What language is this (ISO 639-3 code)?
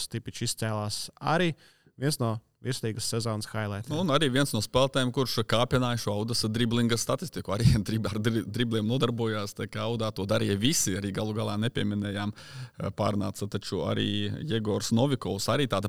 lav